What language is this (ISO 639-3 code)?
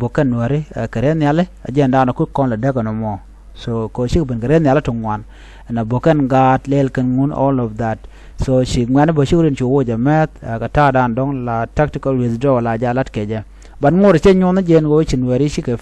nus